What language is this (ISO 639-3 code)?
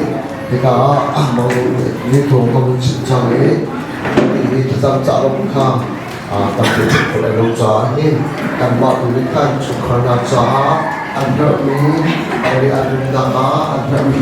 cnh